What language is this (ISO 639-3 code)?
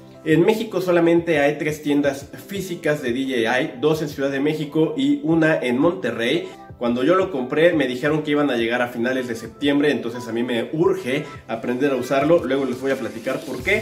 spa